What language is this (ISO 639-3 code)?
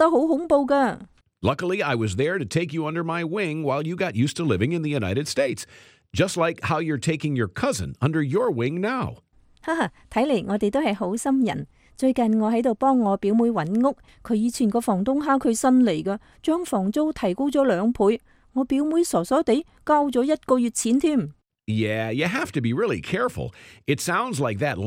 yue